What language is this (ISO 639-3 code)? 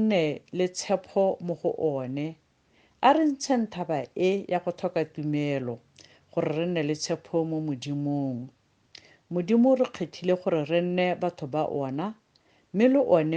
tsn